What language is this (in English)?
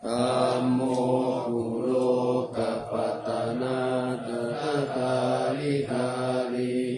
Pali